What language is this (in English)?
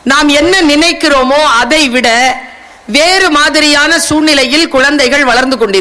Tamil